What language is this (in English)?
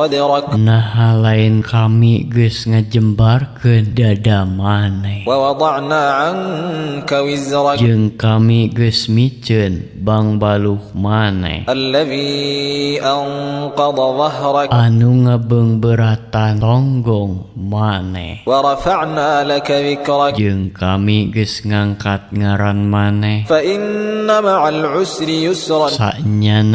Sundanese